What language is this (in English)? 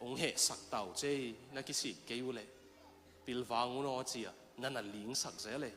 Tedim Chin